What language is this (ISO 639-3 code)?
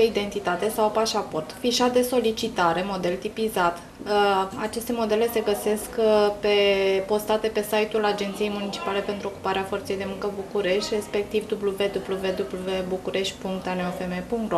ron